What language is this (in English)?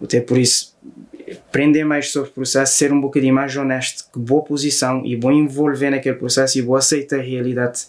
Kabuverdianu